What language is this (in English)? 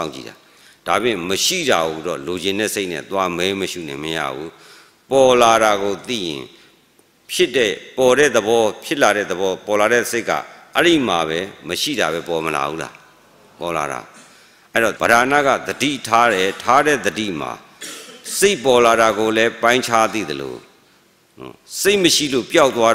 Burmese